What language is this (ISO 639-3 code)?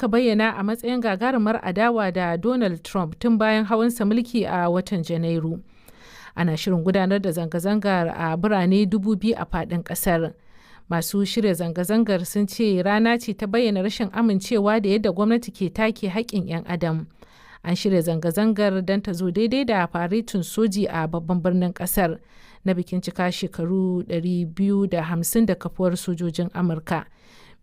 hau